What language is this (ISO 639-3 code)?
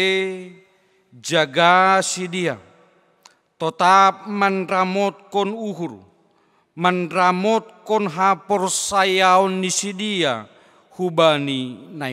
bts